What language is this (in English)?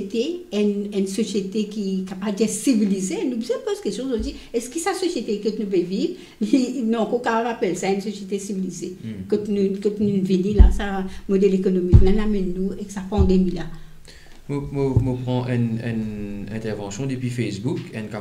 Morisyen